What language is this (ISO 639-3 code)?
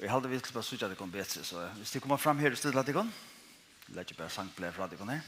fao